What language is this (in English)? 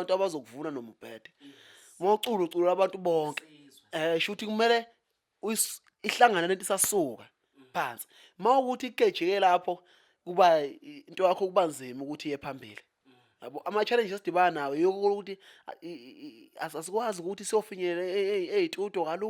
Zulu